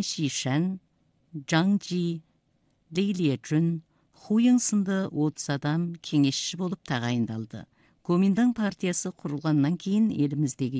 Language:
Kazakh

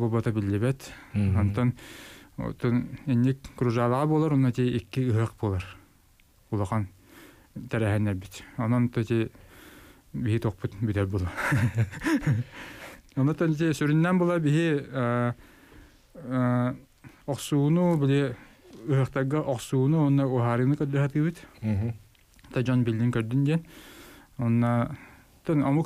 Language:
Yakut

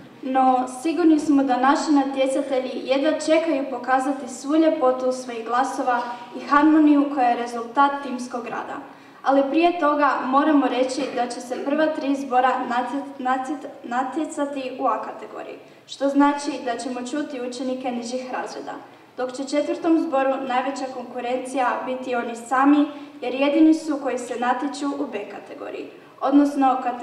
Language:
Croatian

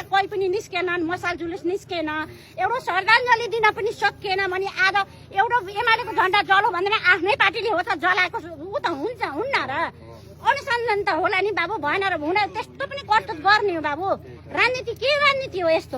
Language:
Nepali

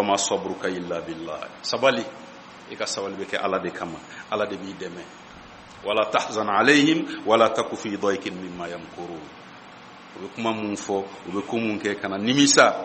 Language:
Bambara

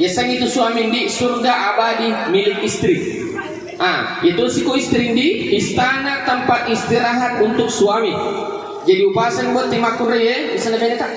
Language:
Buginese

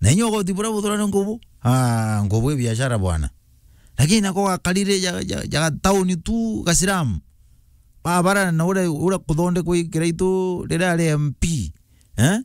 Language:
Meru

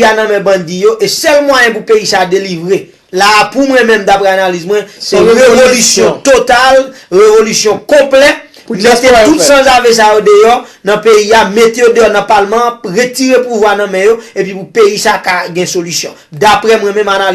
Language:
Haitian Creole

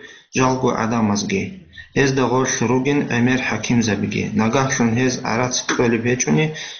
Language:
Avaric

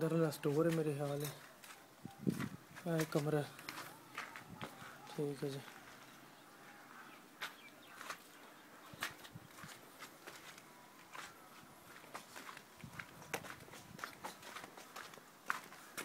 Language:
Hindi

